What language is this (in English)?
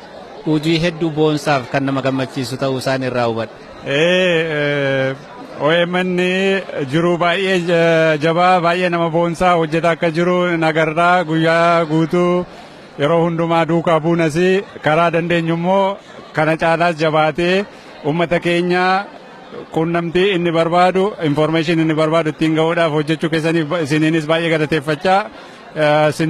Oromo